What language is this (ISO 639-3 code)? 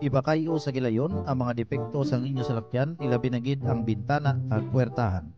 hil